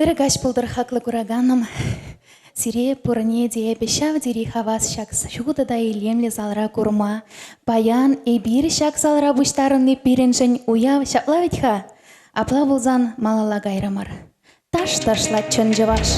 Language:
Chuvash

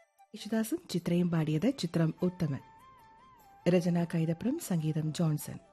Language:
Malayalam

